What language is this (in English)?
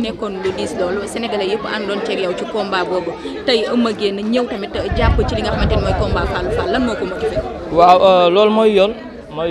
Wolof